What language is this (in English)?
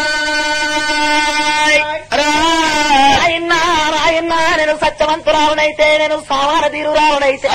Telugu